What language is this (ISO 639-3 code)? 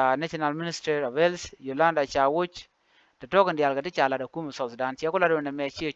nus